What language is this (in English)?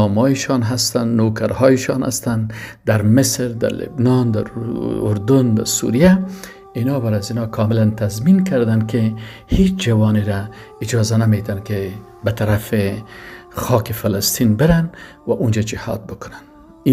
Persian